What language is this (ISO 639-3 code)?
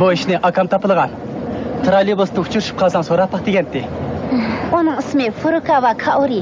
uig